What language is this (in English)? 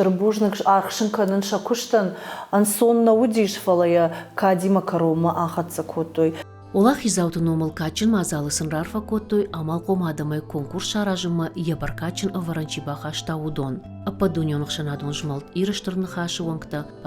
Ossetic